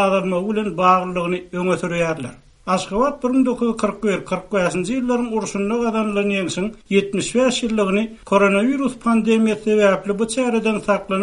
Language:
Turkmen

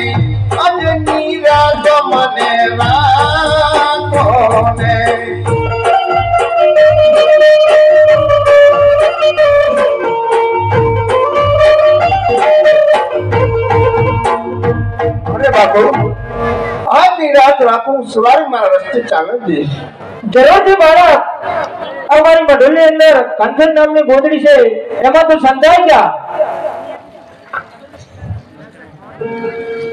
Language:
Gujarati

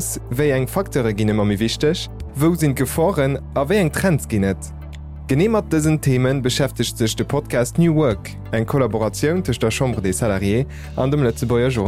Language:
Luxembourgish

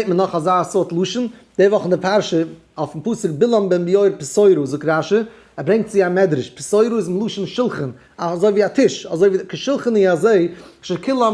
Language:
Yiddish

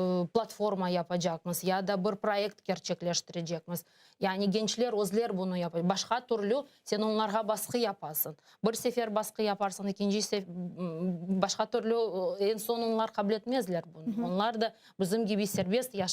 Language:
Crimean Tatar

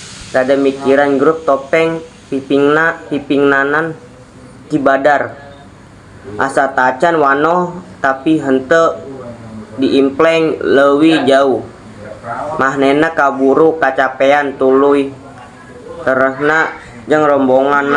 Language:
Sundanese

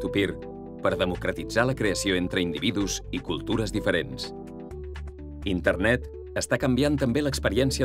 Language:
Catalan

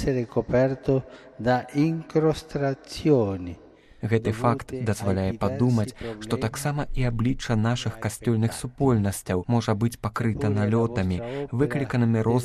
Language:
Belarusian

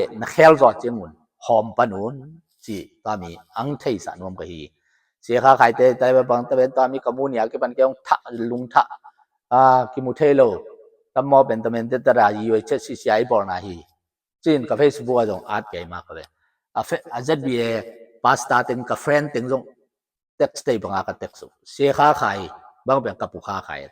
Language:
Tedim Chin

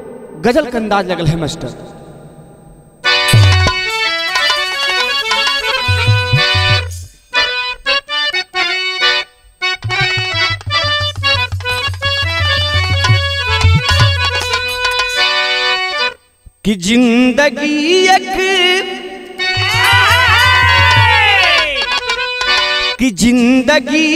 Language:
Bhojpuri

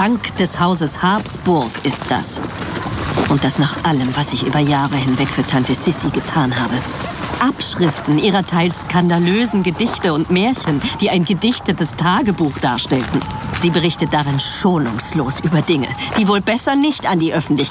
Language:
German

